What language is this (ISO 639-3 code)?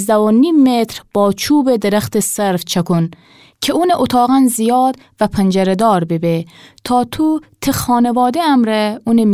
glk